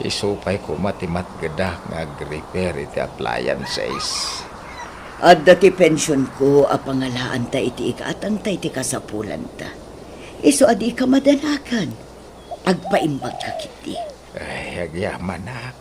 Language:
Iloko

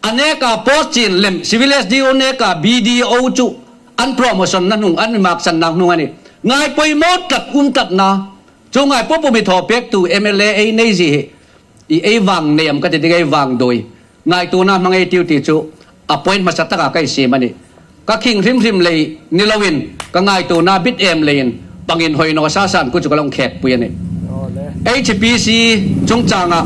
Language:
Hmar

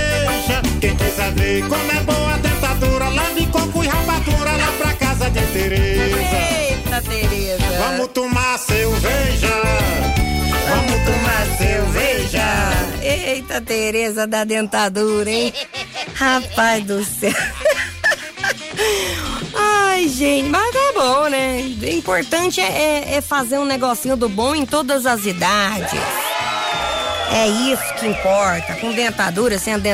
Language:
Portuguese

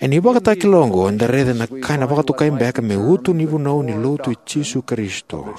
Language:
Fijian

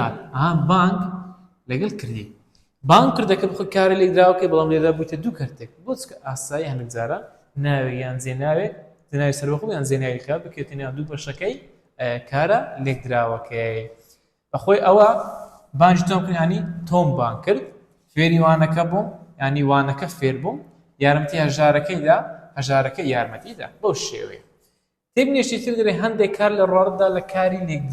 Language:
Central Kurdish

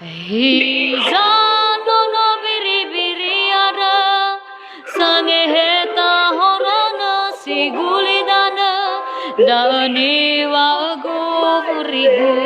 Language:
Nias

